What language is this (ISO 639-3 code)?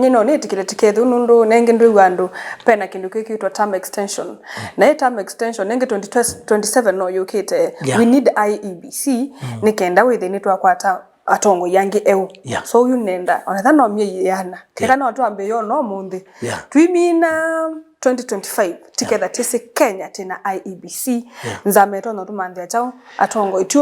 kam